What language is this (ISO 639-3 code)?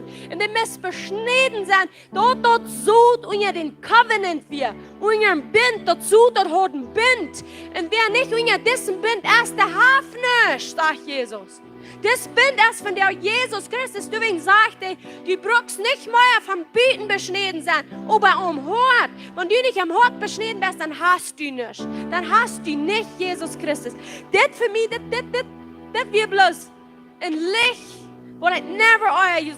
pdt